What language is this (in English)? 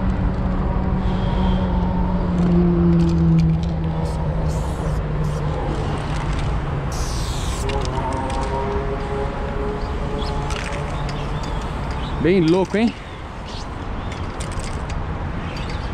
Portuguese